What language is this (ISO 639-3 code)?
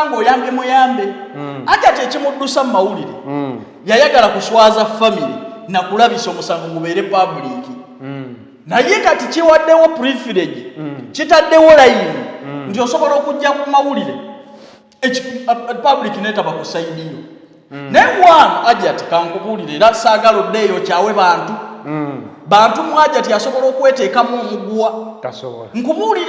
lug